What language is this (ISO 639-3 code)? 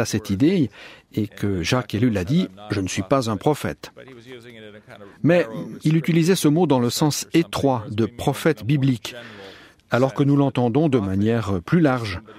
fra